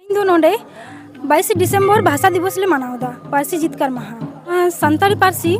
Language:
Santali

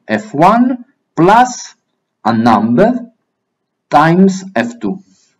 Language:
Latin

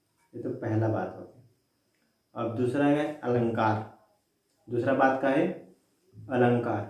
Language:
Chhattisgarhi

